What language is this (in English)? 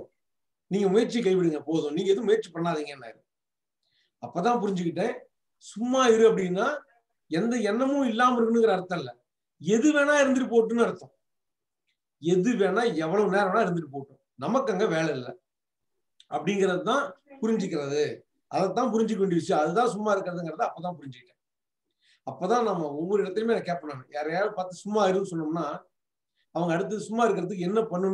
Tamil